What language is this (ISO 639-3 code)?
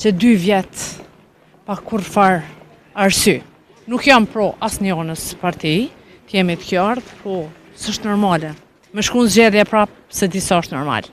sqi